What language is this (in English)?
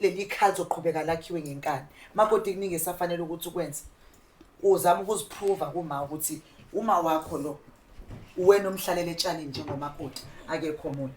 Zulu